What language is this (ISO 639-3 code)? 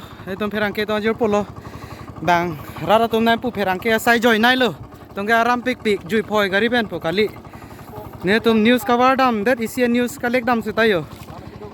mjw